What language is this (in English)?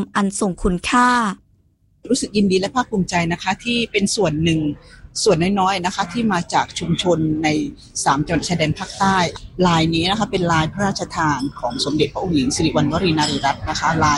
Thai